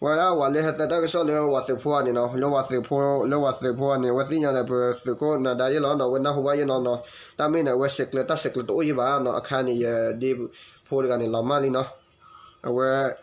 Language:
S'gaw Karen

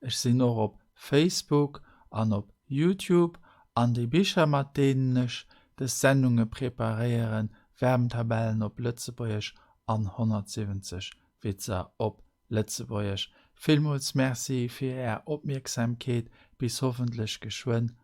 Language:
Luxembourgish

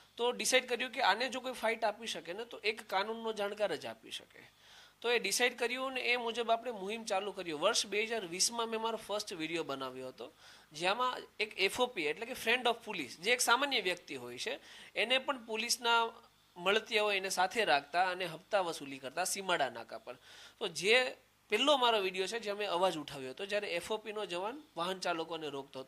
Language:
Gujarati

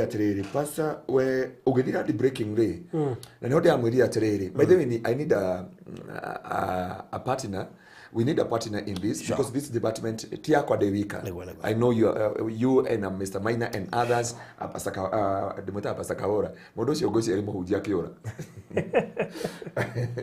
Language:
Kikuyu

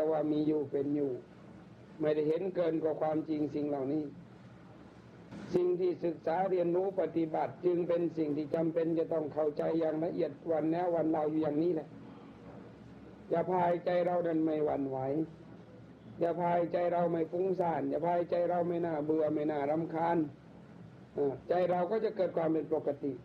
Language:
Thai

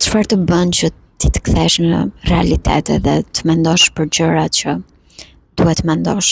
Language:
Albanian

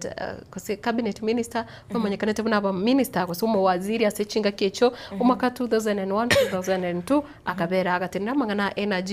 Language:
Gusii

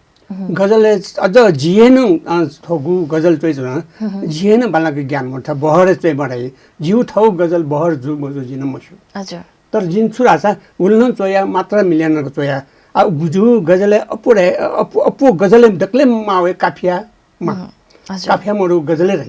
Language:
Newari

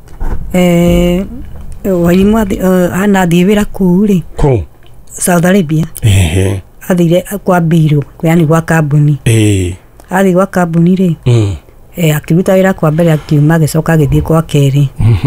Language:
Kikuyu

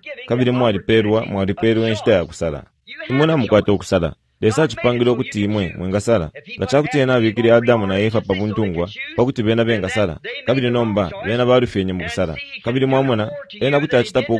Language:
Bemba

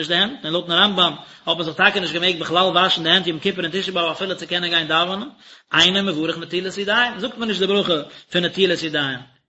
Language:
Yiddish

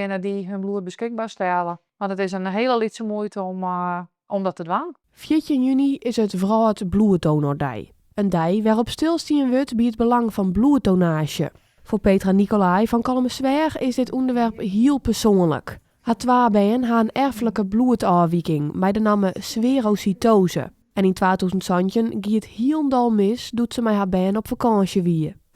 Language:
Western Frisian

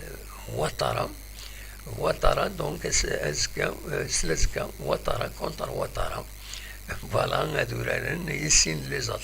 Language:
Kabyle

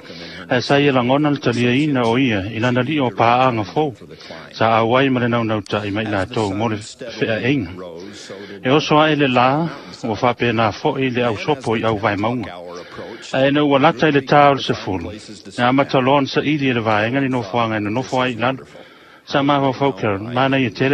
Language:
Samoan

